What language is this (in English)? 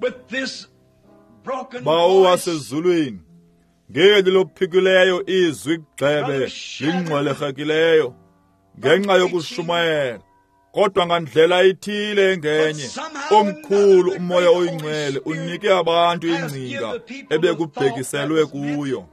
Xhosa